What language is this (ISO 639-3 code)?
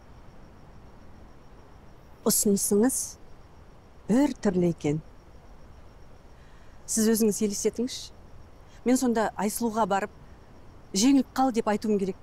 kaz